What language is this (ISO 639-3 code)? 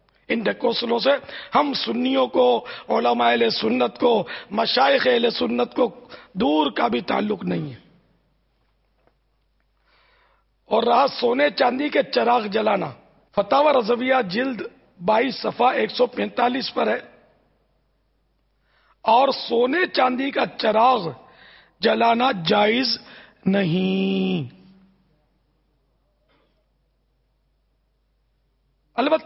urd